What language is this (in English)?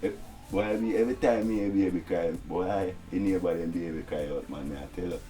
Jamaican Creole English